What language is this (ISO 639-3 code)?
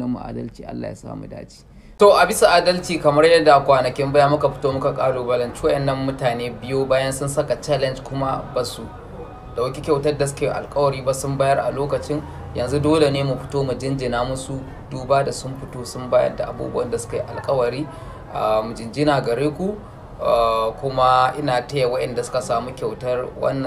hau